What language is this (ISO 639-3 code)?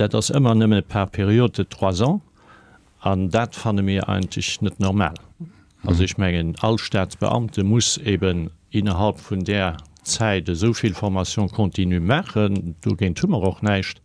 ltz